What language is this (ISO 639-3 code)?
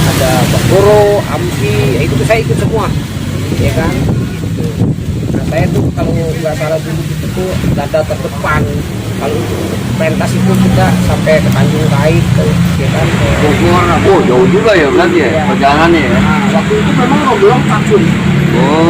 bew